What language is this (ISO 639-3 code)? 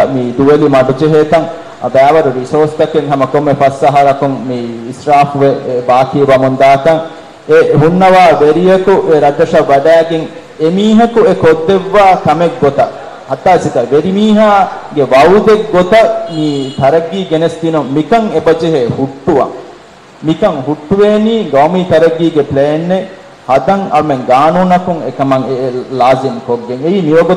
div